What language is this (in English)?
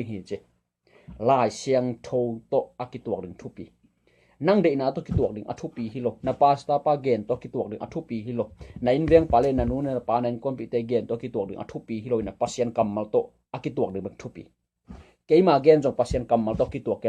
Tedim Chin